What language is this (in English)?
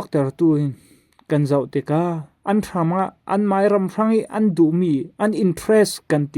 Falam Chin